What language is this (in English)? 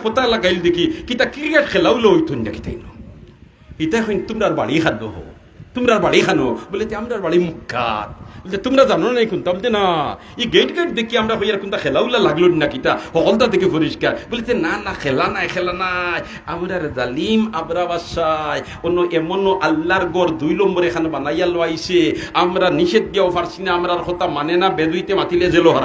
Sylheti